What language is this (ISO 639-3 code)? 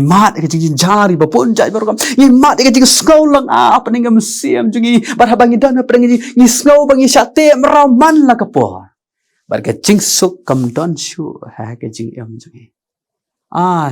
kha